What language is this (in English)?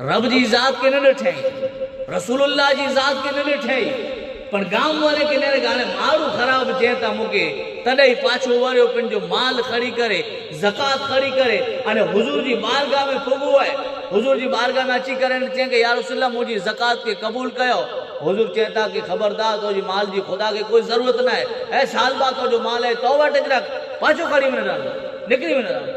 Kachhi